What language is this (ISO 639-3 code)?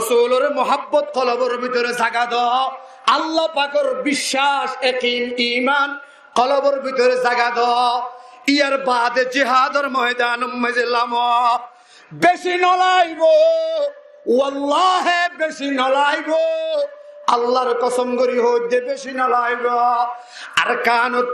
rhg